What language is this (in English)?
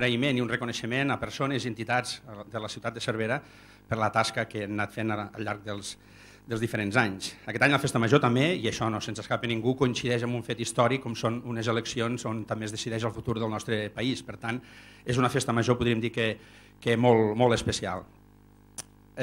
Catalan